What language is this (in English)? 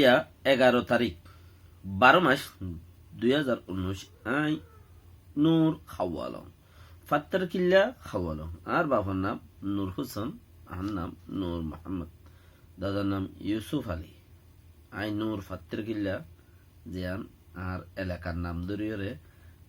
Rohingya